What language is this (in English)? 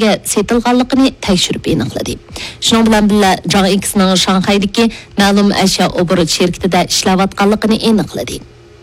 Uyghur